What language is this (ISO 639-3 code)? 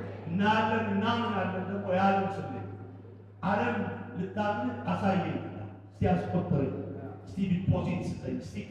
amh